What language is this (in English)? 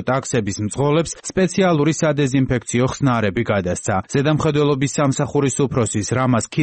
Georgian